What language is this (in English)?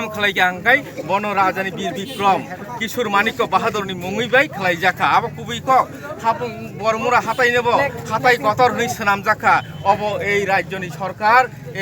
Kok Borok